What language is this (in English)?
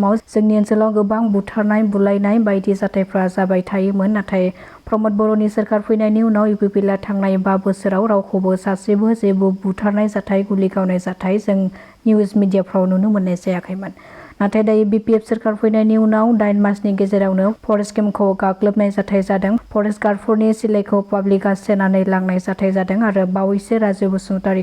Bodo